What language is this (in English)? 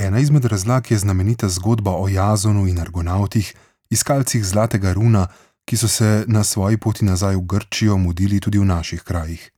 Slovenian